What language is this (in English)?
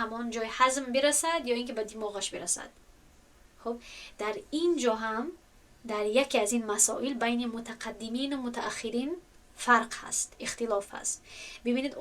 Tajik